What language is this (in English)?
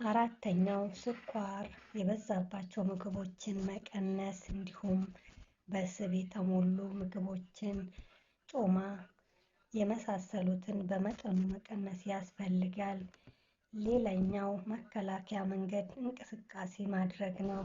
Amharic